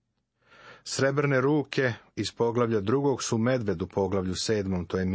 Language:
Serbian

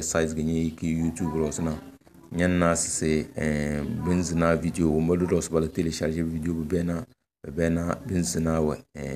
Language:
Tem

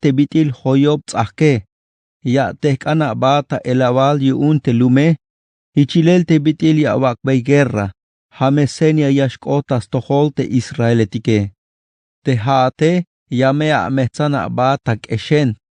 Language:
Tzeltal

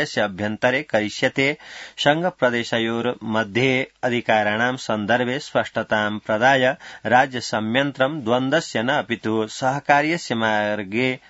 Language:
Sanskrit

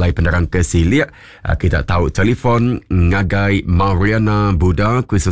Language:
Iban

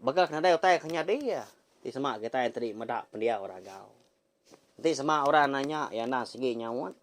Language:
Iban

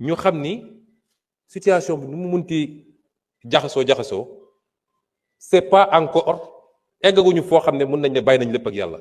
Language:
Wolof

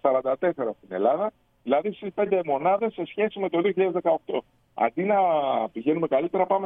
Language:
Greek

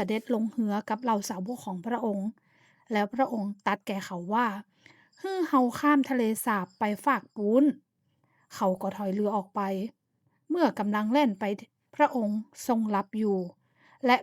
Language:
Northern Thai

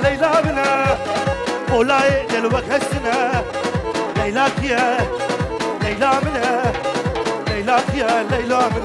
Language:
Kurdish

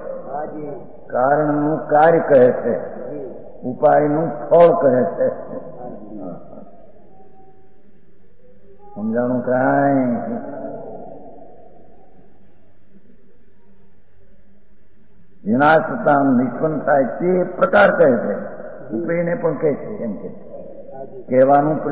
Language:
Gujarati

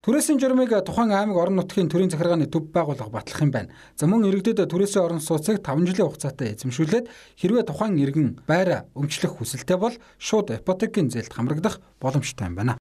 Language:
Mongolian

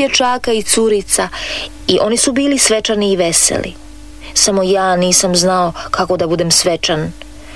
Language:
Croatian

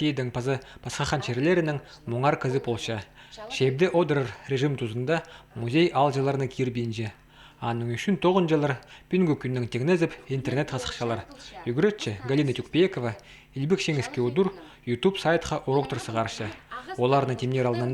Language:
Khakas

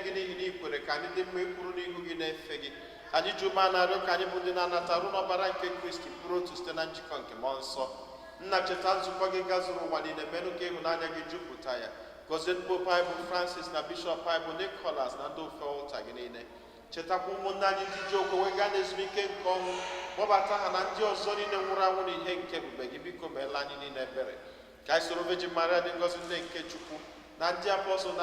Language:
Igbo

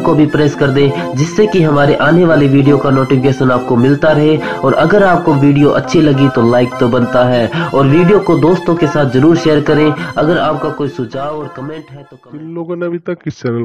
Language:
Hindi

